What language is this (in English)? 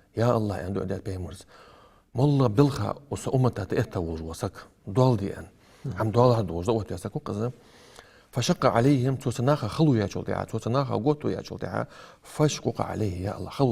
Ingush